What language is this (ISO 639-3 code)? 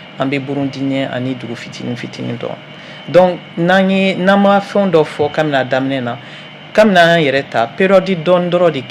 bam